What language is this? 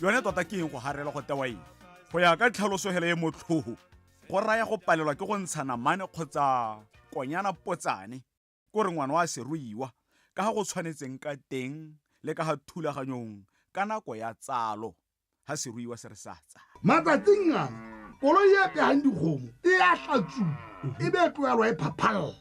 Tswana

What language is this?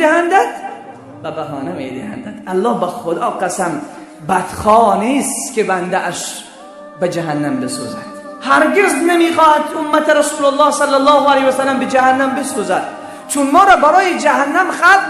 Persian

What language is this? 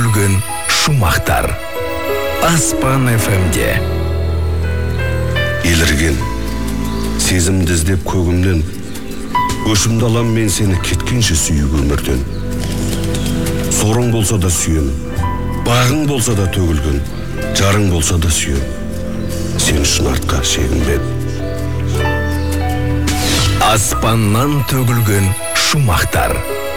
Kazakh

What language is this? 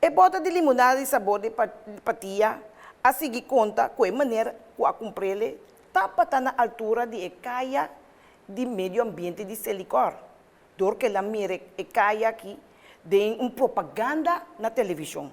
Papiamento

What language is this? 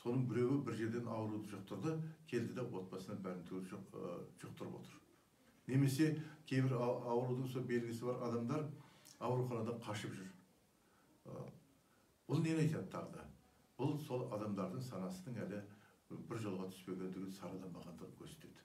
Kazakh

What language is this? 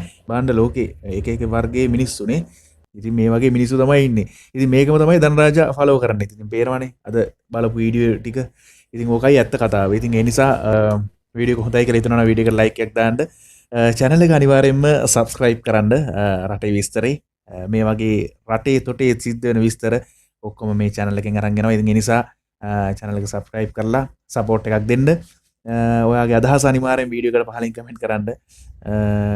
Sinhala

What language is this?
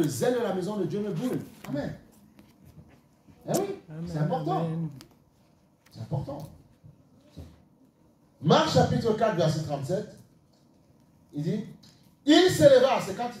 French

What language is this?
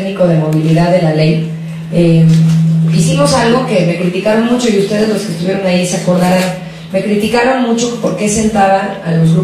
Spanish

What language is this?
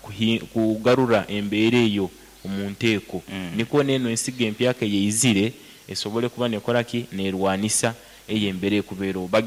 Nyankole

